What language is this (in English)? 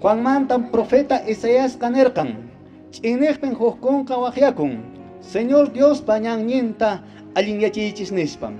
Quechua